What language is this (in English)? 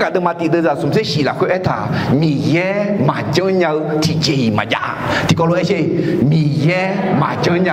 Akha